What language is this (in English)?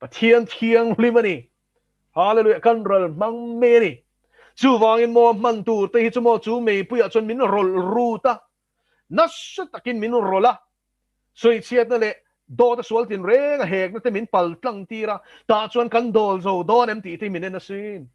Mizo